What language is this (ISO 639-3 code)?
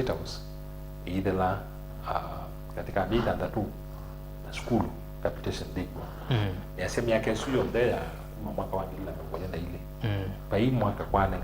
kam